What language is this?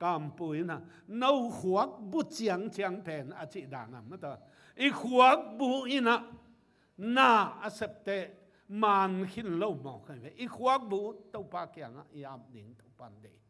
Tedim Chin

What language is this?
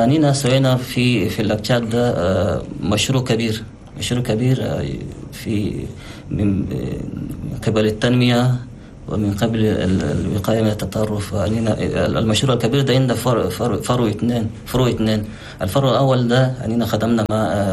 Chadian Arabic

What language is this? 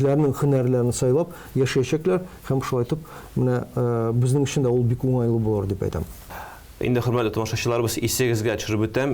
Tatar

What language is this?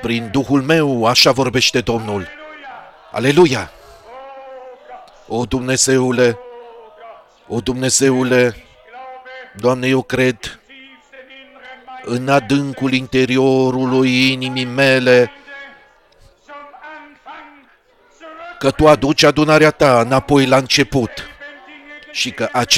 Romanian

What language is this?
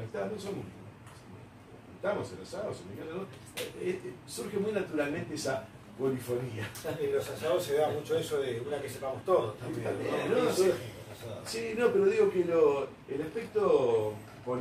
Spanish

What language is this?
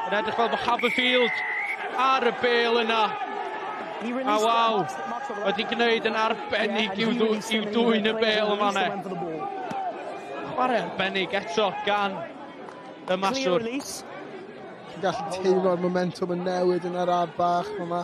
Welsh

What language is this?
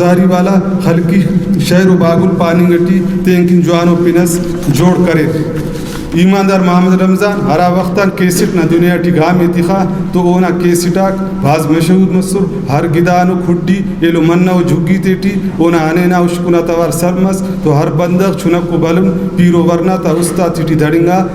Brahui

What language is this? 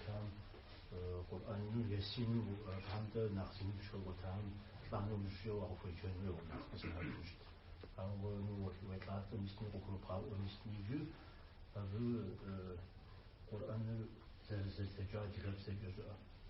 Kabardian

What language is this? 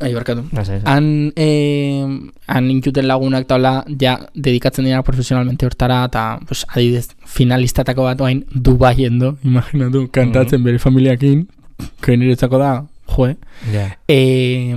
Basque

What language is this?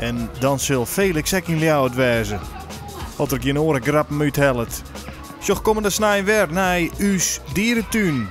Western Frisian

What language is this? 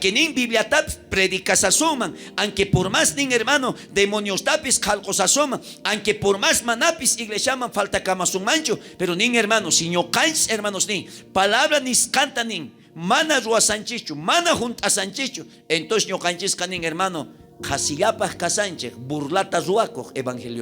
South Bolivian Quechua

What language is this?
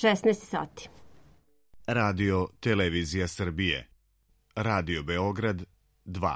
Serbian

